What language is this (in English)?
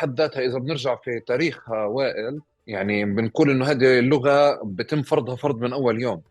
North Levantine Arabic